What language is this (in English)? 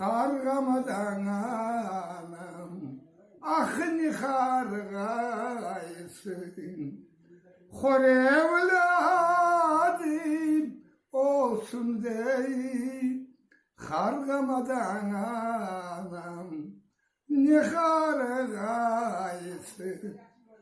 Crimean Tatar